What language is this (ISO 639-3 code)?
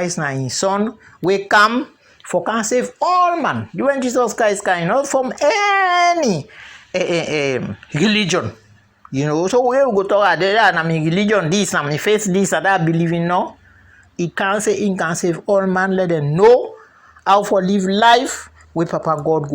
kri